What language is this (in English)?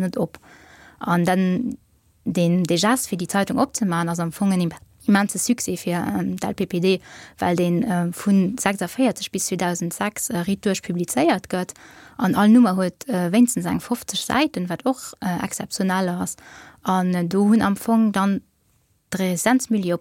Luxembourgish